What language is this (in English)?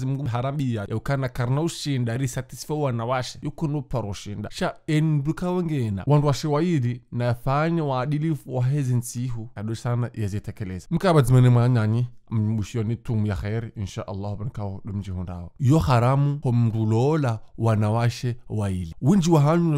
Ngazidja Comorian